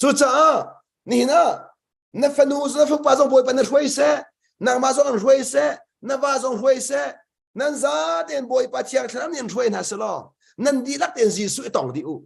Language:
Hakha Chin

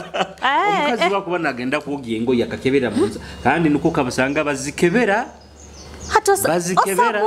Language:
Nyoro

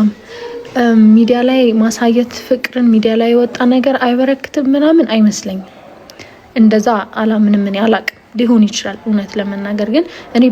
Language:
Amharic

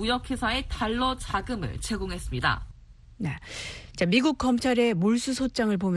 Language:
Korean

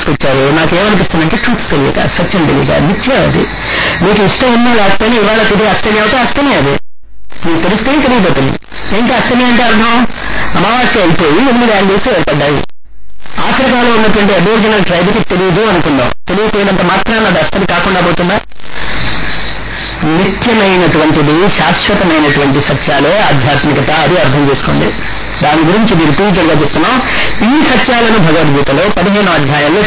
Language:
Telugu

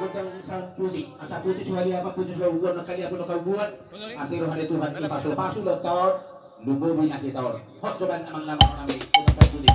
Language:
Batak Toba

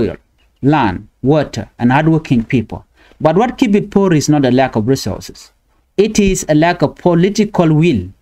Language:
Nuer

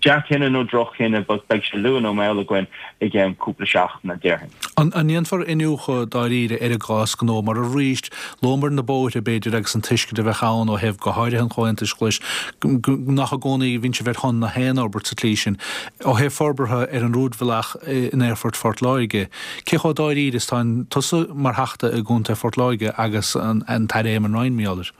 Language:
Irish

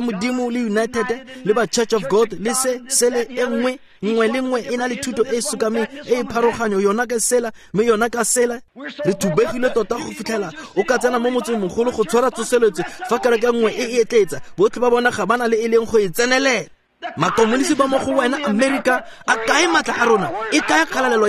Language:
Tswana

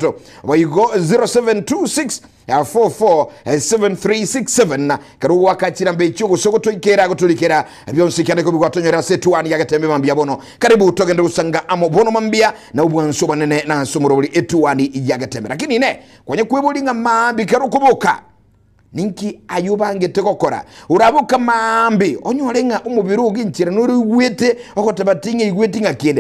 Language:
Gusii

